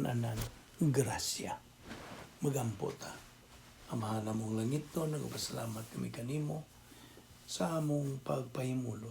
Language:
Cebuano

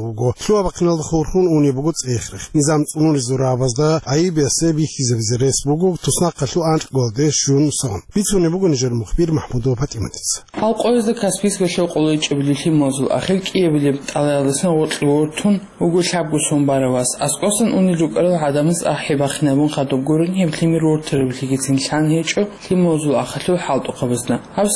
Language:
Avaric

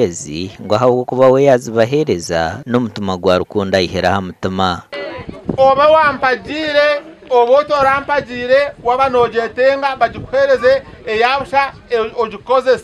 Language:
Nyankole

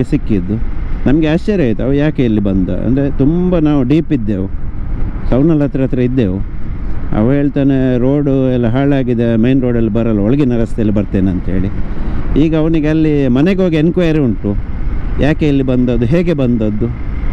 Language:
Kannada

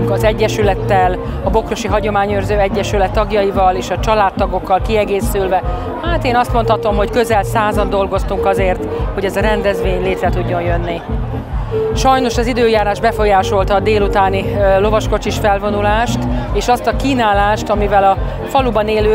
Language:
Hungarian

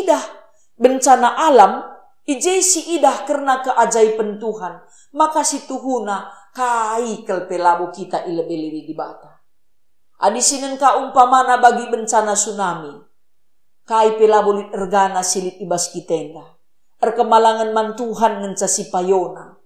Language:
Batak Karo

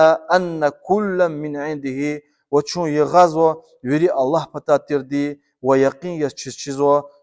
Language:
Lezghian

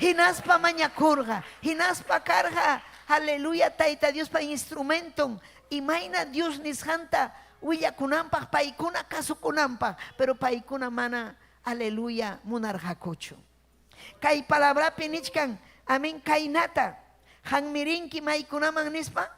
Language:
Ayacucho Quechua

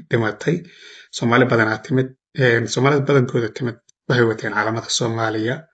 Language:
Somali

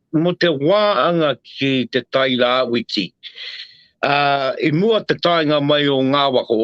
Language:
Māori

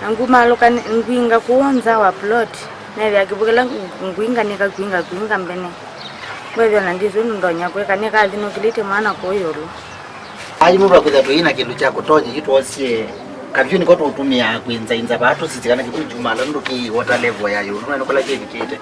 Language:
Kamba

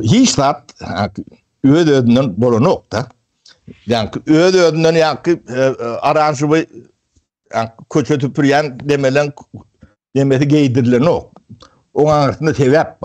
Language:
Turkmen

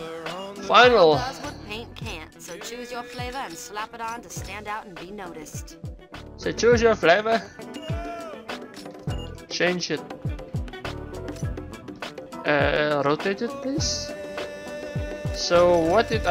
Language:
English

